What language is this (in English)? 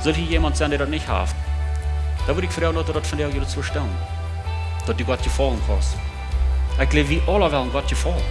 Plautdietsch